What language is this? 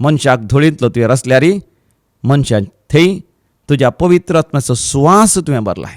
Konkani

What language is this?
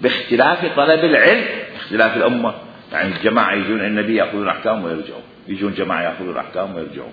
Mesopotamian Arabic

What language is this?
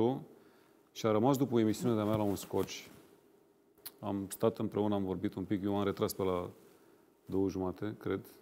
Romanian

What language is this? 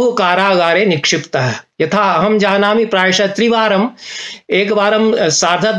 Sanskrit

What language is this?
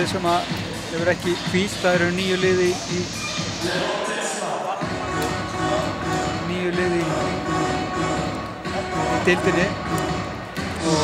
Icelandic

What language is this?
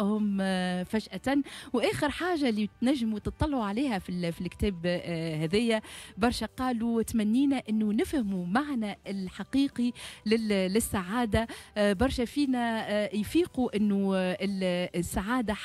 Tunisian Arabic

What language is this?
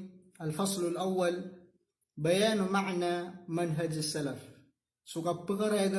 Maranao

